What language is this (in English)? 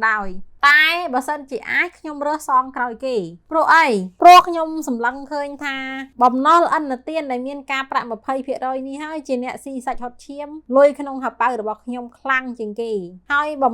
Khmer